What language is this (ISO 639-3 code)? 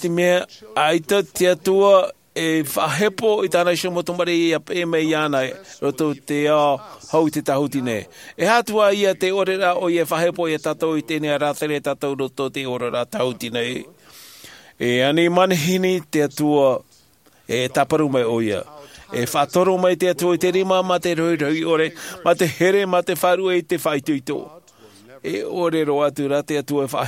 tah